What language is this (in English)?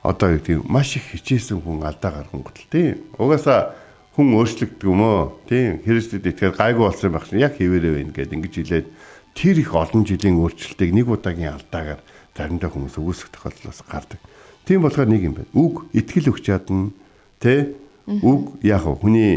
Mongolian